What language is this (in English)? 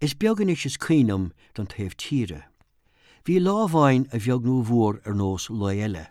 Irish